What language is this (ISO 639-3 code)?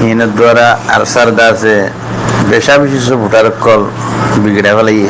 rhg